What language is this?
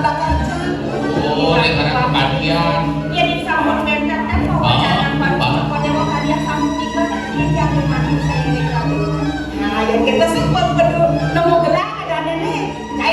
Balinese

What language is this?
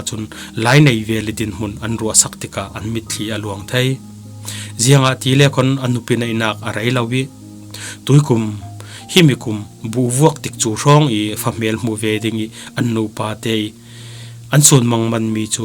Falam Chin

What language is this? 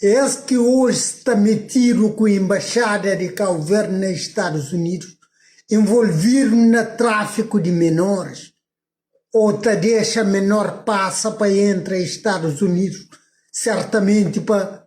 Kabuverdianu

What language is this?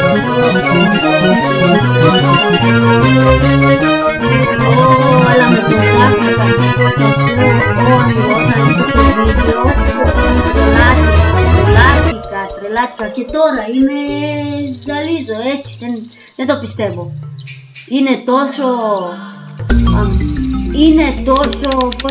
Greek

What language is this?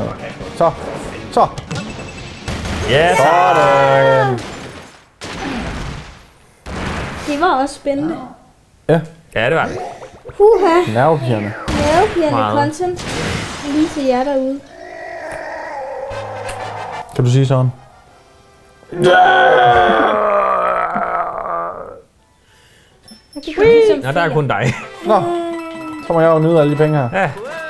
Danish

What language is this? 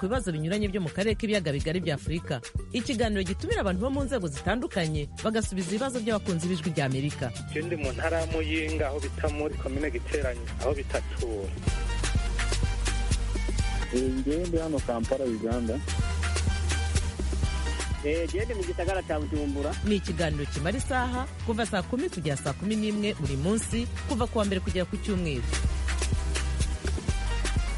Kinyarwanda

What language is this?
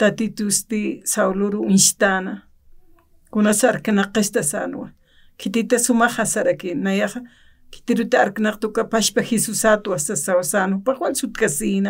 Aymara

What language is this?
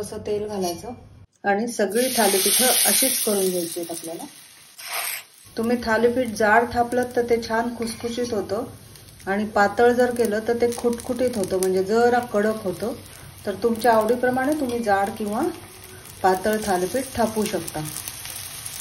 Marathi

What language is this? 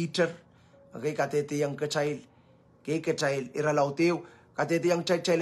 Pohnpeian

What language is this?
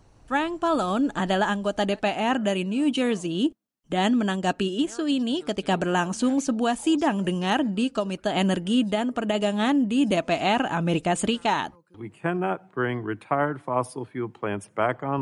Indonesian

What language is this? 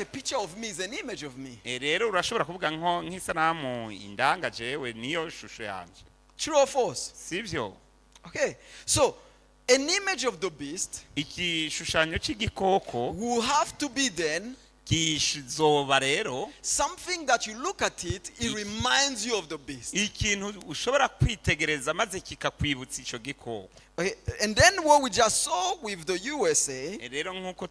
Rundi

